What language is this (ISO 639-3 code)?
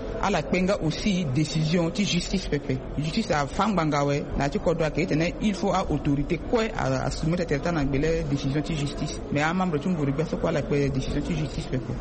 sag